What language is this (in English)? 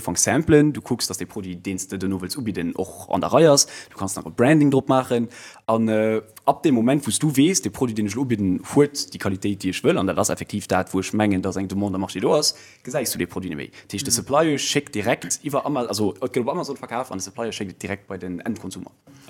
Luxembourgish